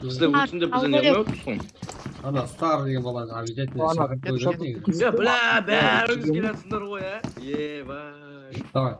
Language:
Kara-Kalpak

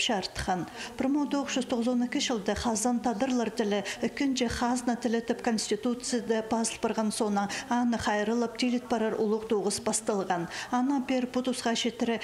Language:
Khakas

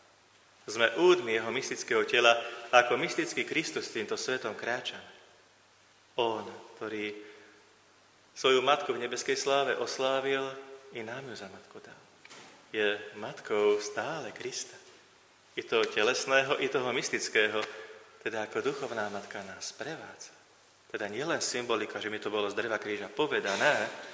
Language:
Slovak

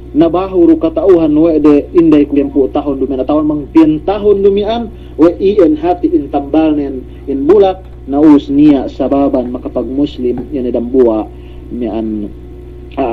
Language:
Yakan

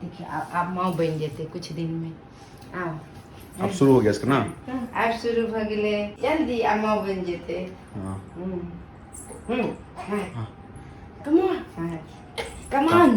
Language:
Maithili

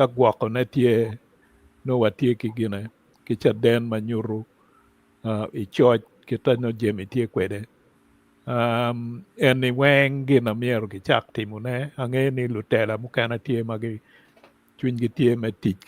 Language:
Acoli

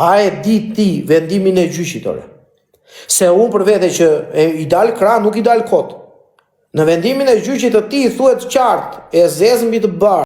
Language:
Albanian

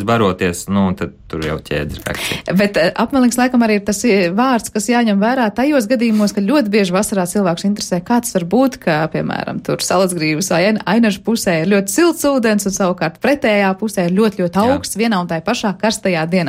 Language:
Latvian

